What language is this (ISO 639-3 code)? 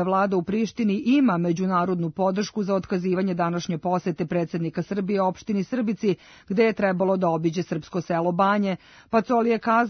srp